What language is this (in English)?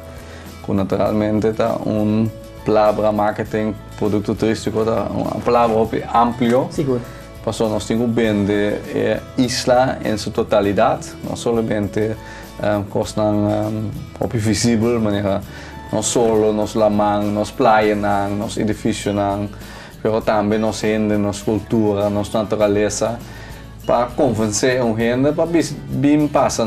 Papiamento